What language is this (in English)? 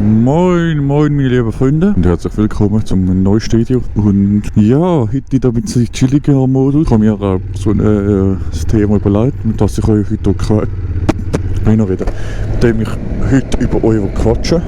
Swiss German